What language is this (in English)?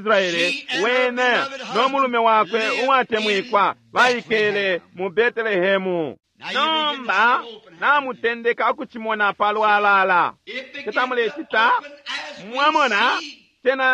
Bemba